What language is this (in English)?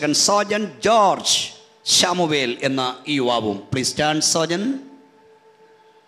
Malayalam